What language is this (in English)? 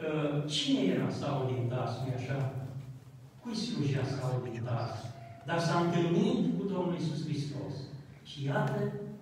Romanian